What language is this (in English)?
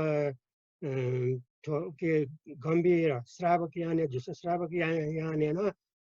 Newari